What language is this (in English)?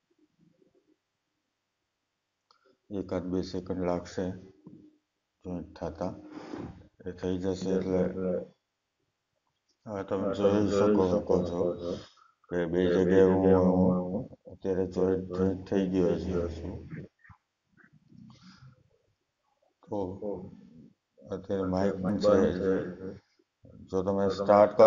Gujarati